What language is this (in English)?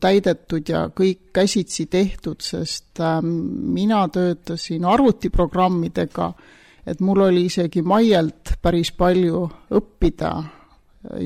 Estonian